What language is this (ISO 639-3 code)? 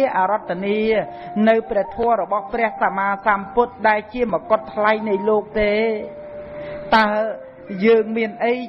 khm